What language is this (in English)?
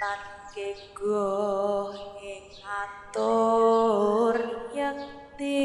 Javanese